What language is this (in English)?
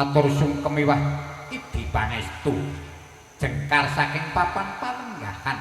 Javanese